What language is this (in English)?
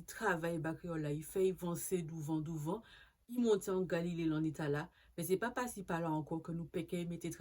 Guadeloupean Creole French